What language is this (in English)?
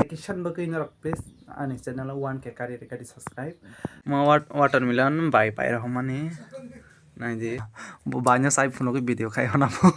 Kok Borok